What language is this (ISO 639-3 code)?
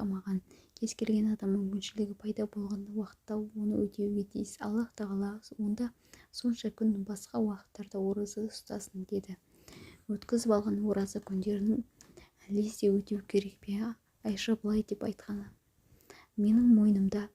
kaz